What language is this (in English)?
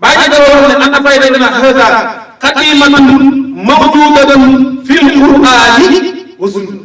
Wolof